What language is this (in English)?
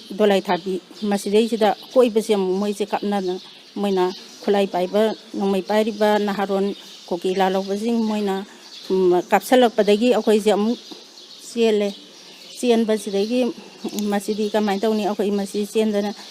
Manipuri